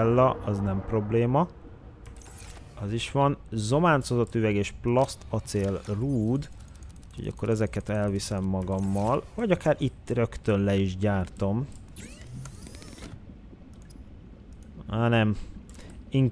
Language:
Hungarian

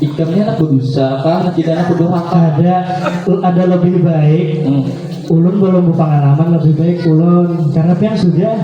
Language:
Banjar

